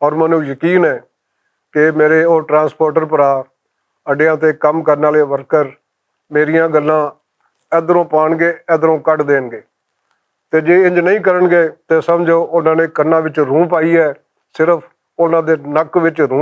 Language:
Western Panjabi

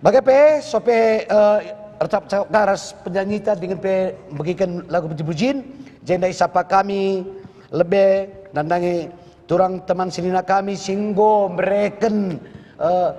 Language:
Batak Karo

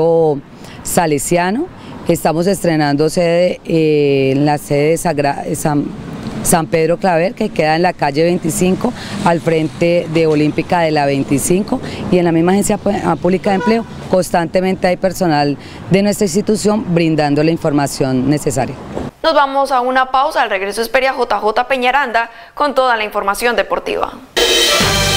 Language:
Spanish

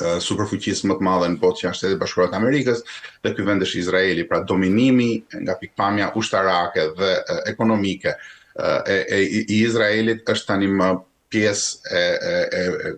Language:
Albanian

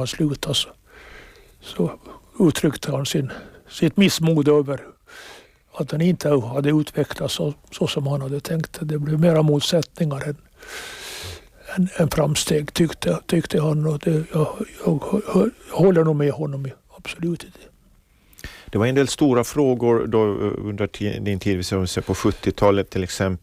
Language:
Swedish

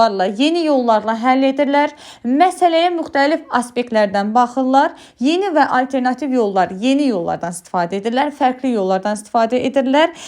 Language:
Azerbaijani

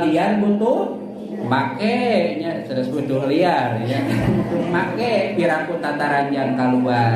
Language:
Sundanese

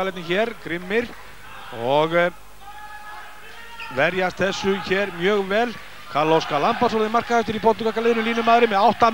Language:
Icelandic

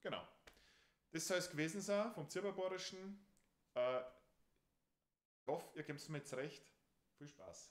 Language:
Bavarian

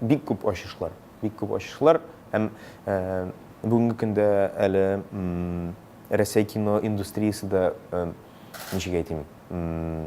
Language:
Tatar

